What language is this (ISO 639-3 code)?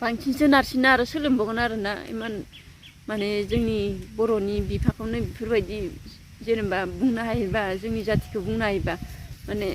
brx